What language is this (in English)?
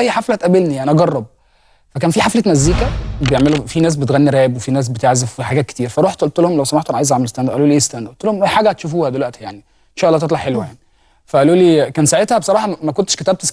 Egyptian Arabic